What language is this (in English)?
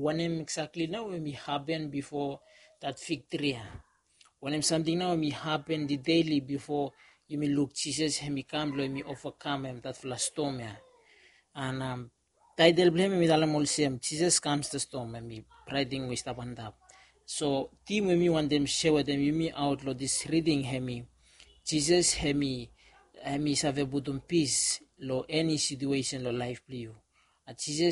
Bislama